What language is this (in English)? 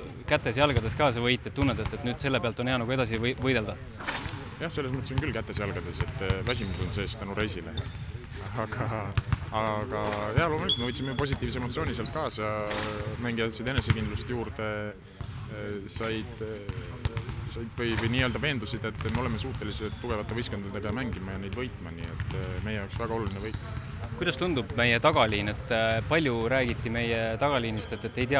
Estonian